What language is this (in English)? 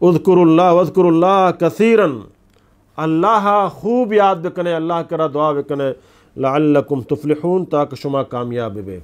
Eastern Balochi